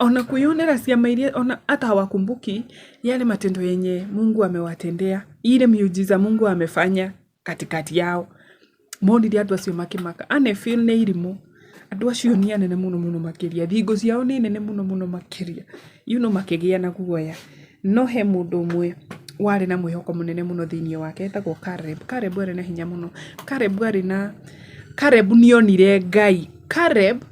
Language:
Kikuyu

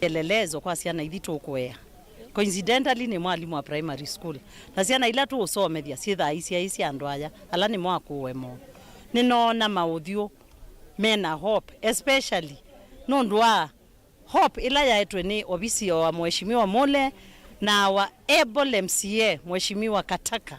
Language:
Kamba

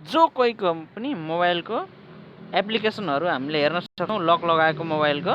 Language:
Nepali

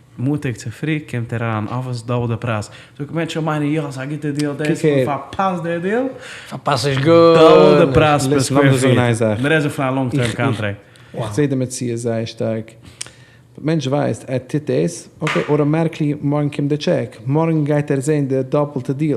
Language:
Yiddish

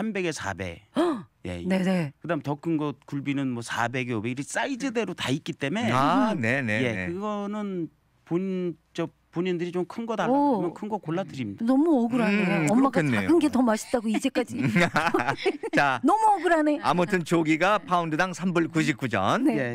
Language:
Korean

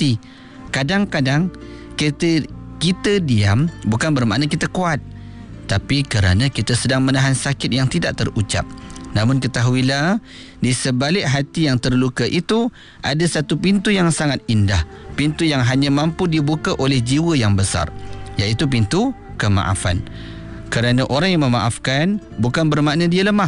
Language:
Malay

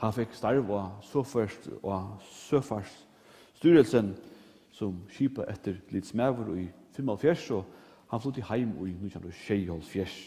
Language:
Faroese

